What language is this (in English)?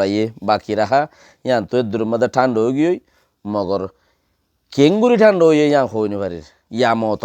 Rohingya